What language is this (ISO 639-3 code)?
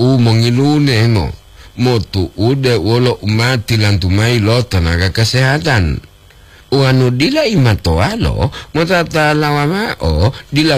gor